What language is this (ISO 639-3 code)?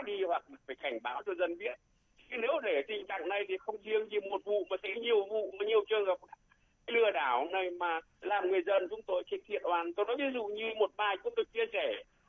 vie